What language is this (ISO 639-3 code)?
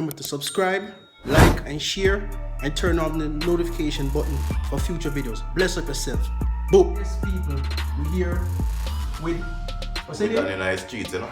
jam